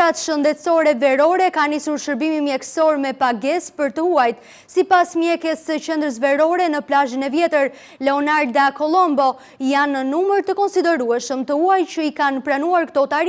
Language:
Albanian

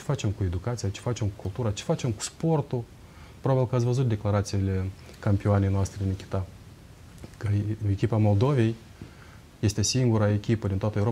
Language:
Romanian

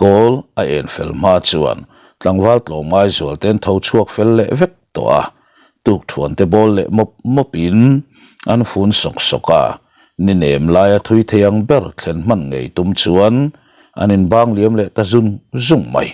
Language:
Mizo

